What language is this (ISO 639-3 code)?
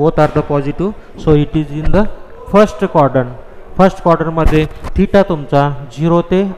mar